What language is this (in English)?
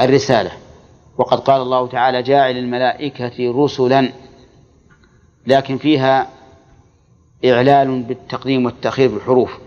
Arabic